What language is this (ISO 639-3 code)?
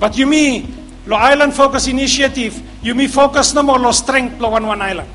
bis